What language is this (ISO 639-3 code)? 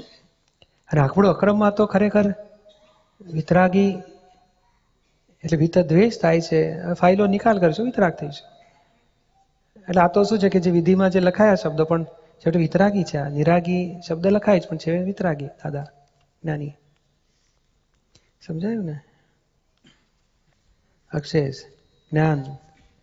guj